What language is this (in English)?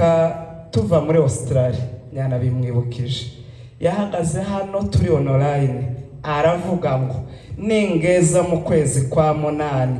Kinyarwanda